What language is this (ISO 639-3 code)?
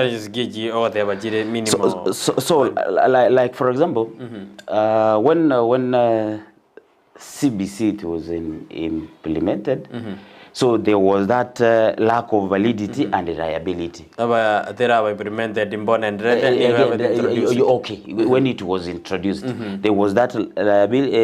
guz